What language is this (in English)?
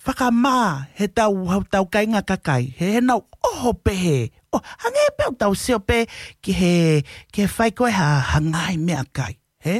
Tongan